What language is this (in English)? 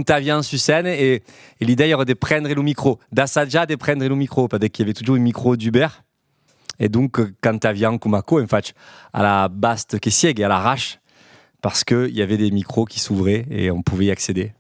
Occitan